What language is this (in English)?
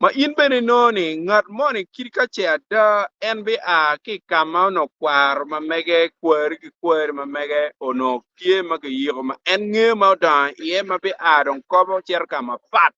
Acoli